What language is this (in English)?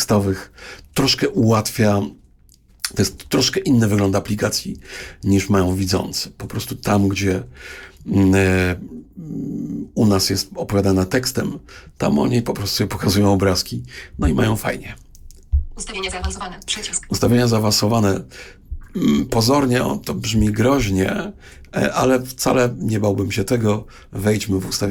Polish